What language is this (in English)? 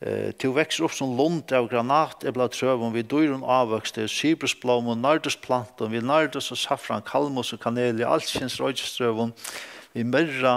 Faroese